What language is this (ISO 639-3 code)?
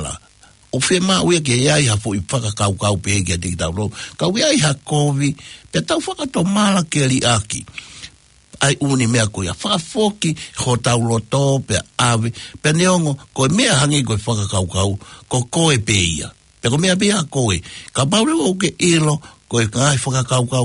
ton